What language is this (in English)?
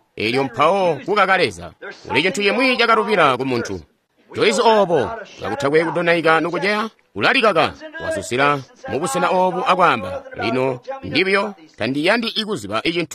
Tonga (Zambia)